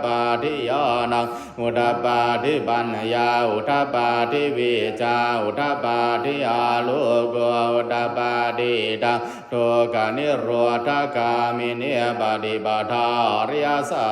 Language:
Pali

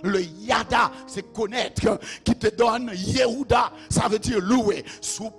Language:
Haitian Creole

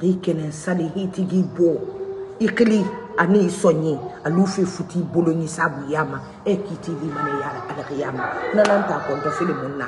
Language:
Mandingo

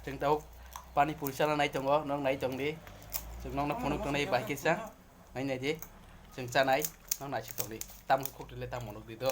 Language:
Kok Borok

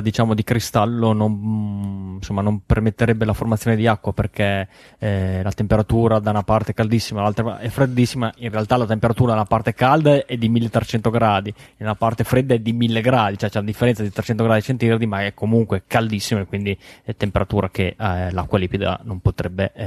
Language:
Italian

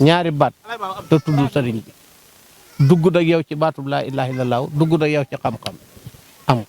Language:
Wolof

